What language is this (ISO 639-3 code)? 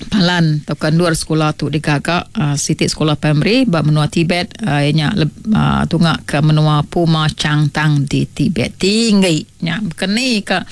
iba